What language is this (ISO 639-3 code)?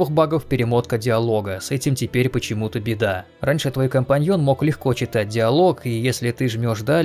rus